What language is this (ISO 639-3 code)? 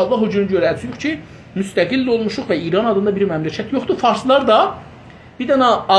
azb